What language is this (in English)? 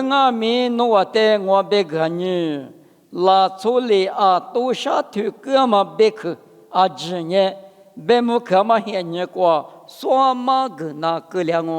Lisu